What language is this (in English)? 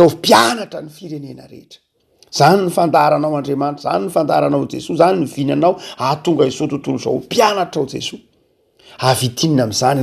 Malagasy